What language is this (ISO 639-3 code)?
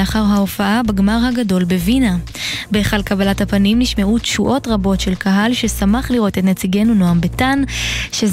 heb